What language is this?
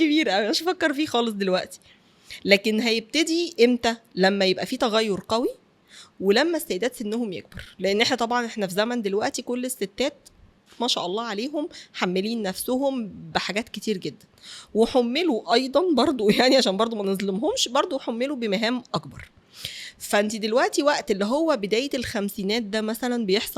Egyptian Arabic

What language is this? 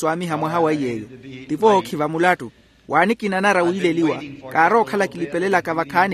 Makhuwa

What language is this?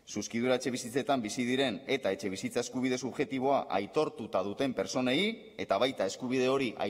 Basque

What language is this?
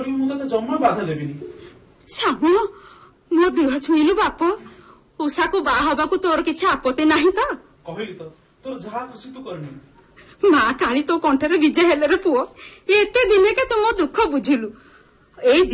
Odia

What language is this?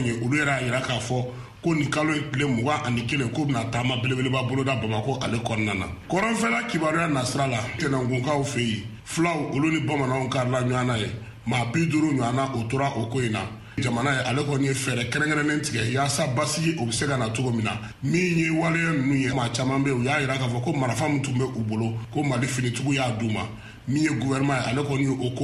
Bambara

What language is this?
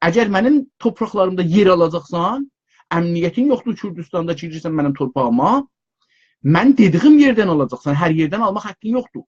South Azerbaijani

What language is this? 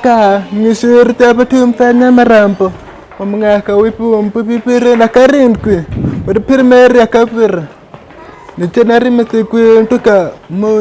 Kinyarwanda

